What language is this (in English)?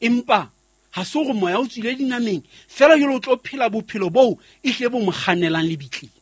Southern Sotho